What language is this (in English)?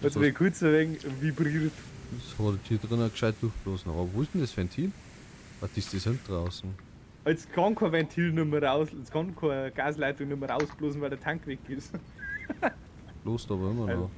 Bavarian